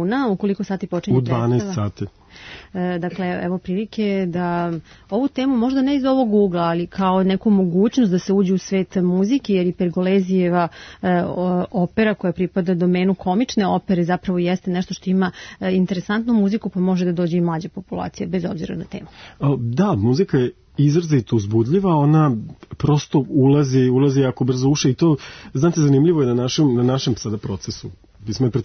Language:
Serbian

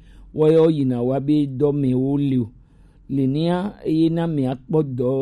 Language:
Gen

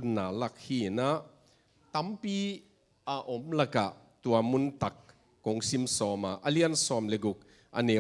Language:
Tedim Chin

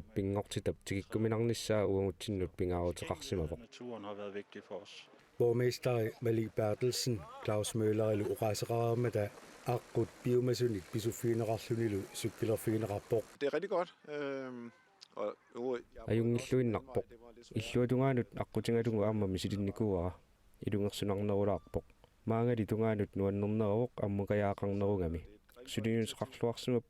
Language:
Kalaallisut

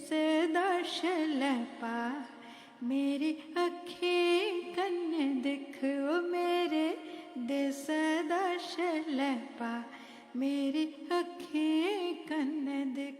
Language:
Dogri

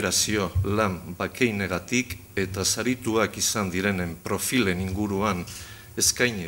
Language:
Basque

